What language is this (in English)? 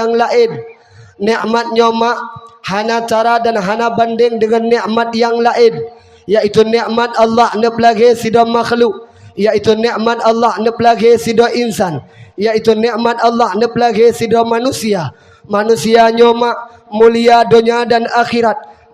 Achinese